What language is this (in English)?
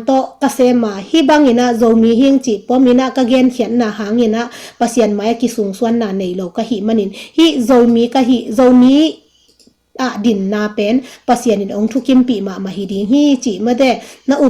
Tedim Chin